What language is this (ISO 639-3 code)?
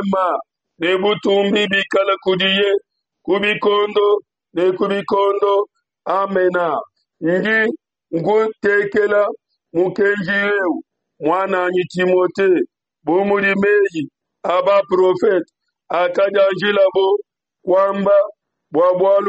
lua